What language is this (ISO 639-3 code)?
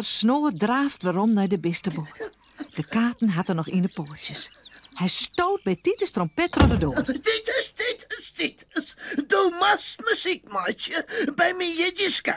fry